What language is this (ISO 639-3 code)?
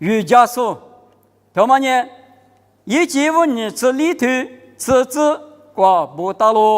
lis